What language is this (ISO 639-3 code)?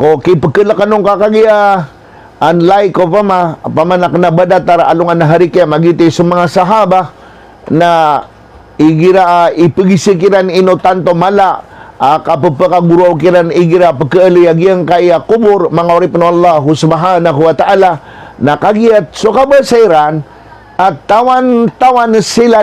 mrw